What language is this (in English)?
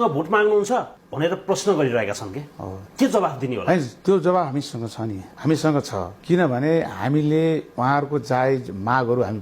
Nepali